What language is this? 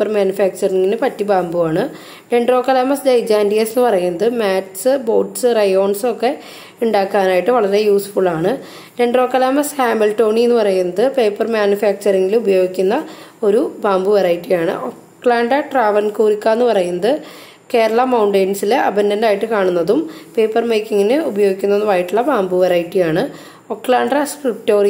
Malayalam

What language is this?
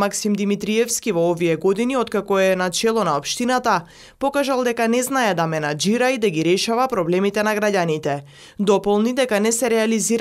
Macedonian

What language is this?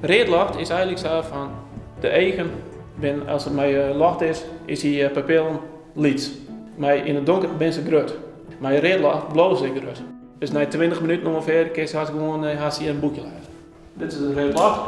Western Frisian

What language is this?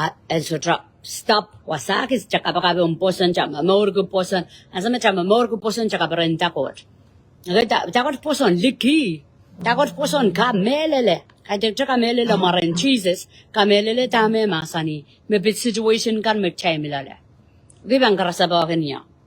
Pohnpeian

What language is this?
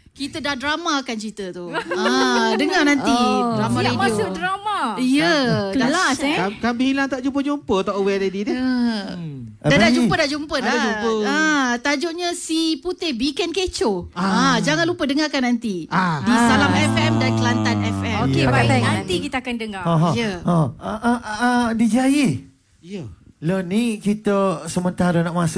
Malay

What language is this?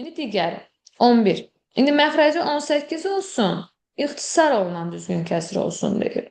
Azerbaijani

